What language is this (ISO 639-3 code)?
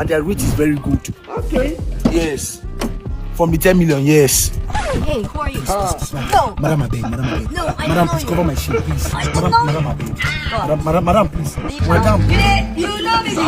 pcm